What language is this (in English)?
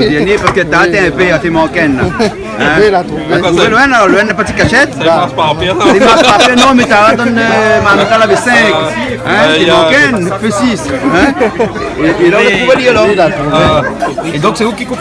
Réunion Creole French